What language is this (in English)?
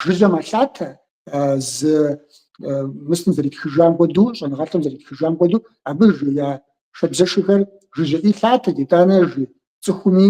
Kabardian